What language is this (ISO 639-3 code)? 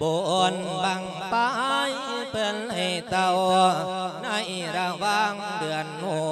lao